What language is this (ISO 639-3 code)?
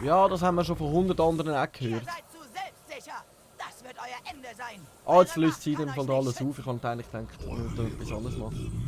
gsw